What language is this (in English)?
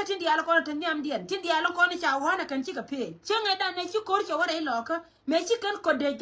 Nuer